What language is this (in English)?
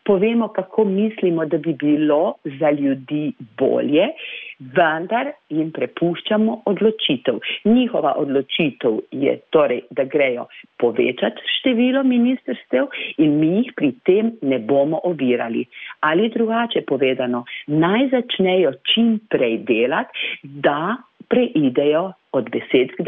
Slovenian